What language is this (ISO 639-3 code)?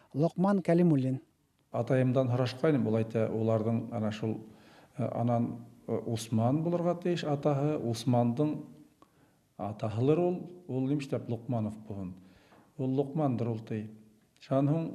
bak